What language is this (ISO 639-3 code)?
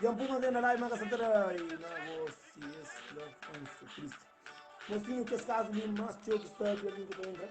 kea